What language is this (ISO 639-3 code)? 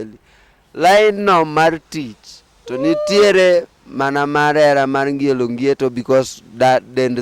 luo